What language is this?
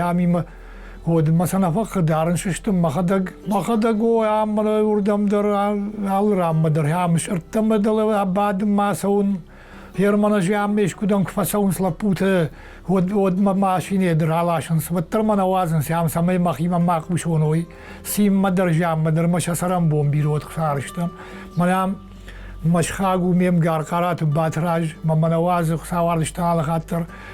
Ossetic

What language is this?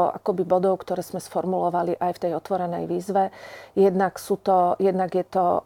Slovak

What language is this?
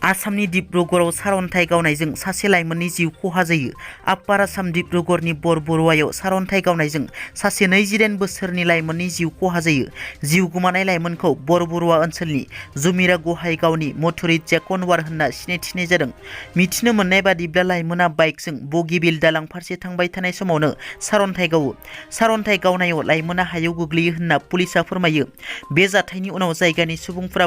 Bodo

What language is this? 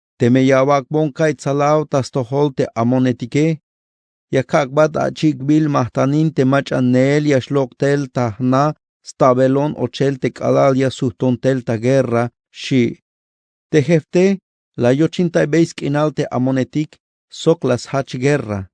Tzeltal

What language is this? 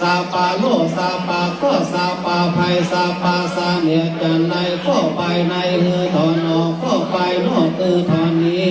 Pali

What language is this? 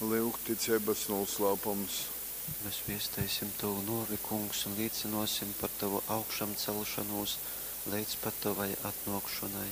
Latgalian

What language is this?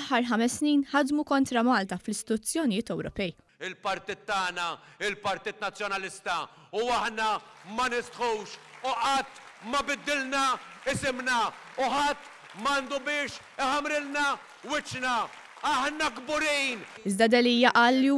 Maltese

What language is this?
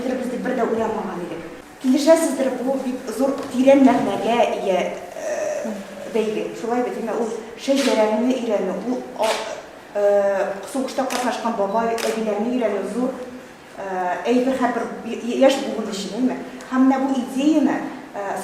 Tatar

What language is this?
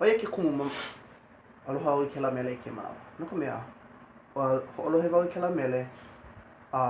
Hawaiian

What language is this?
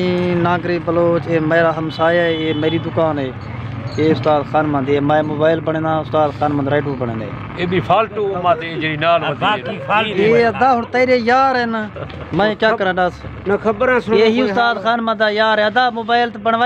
Saraiki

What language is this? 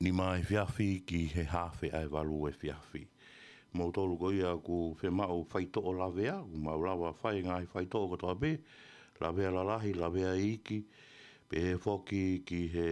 Tongan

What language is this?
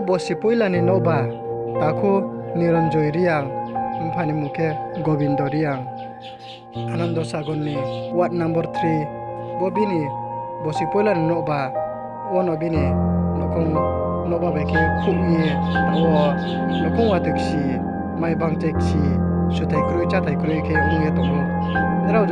Riang (India)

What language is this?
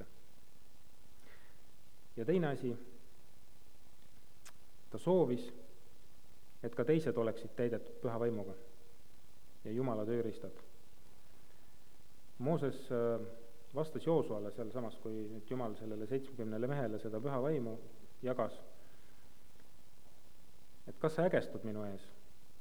Estonian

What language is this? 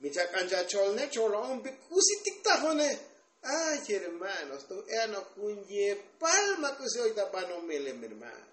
Tzotzil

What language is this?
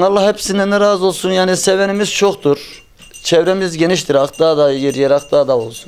Turkish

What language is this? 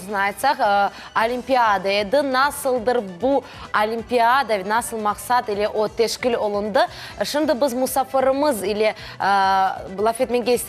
Crimean Tatar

